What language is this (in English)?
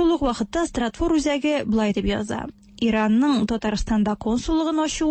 Tatar